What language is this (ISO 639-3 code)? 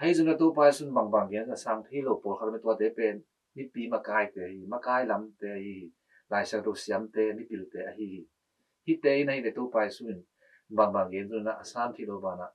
ctd